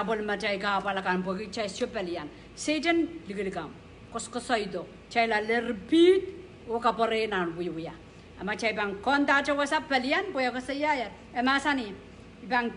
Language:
Pohnpeian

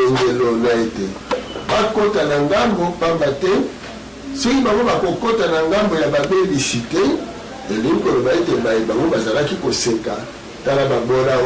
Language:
Lingala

